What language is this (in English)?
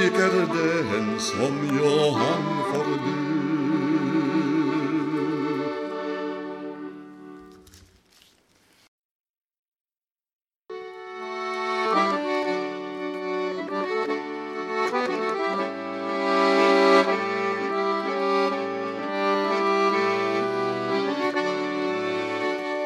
Norwegian